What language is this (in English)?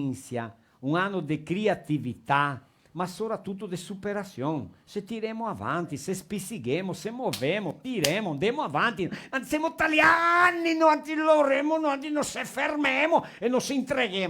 Venetian